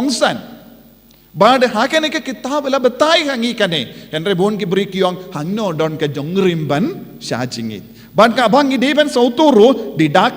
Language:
Khasi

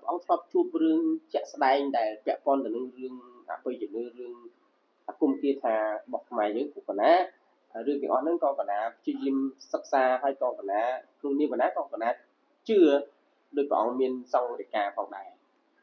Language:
Khmer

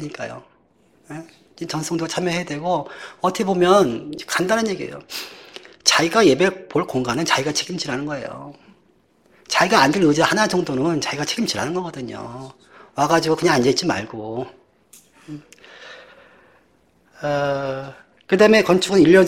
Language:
Korean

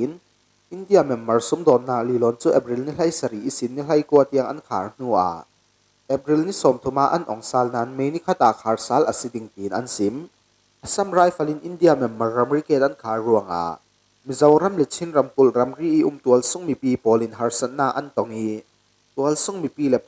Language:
Falam Chin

